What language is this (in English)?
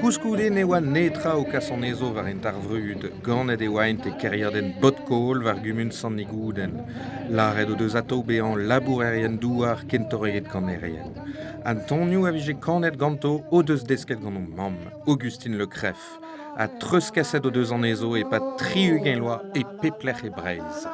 Breton